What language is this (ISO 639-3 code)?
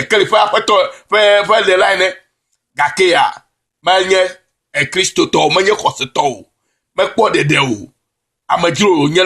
ewe